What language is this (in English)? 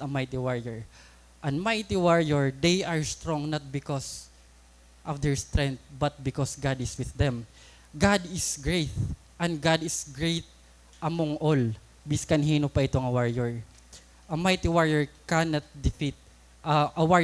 Waray